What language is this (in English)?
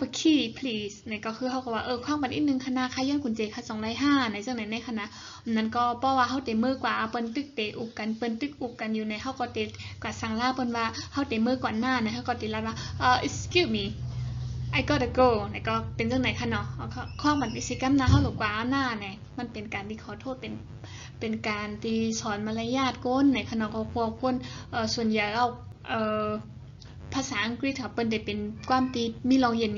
Shan